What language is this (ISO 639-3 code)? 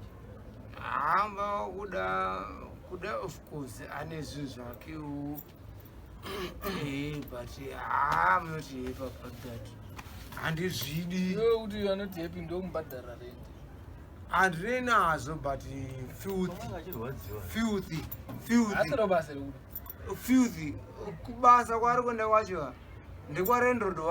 sna